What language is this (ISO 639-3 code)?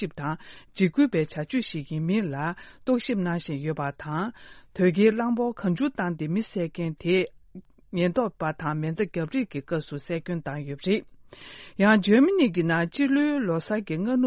bod